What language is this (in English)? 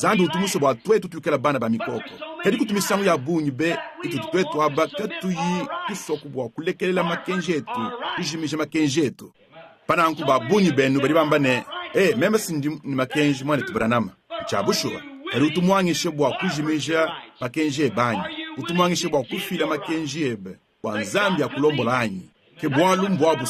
Luba-Lulua